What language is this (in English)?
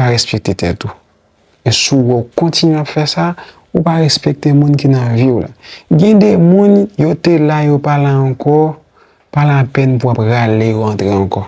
Haitian Creole